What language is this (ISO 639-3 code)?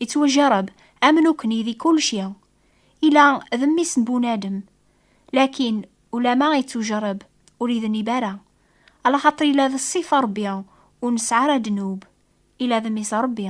kab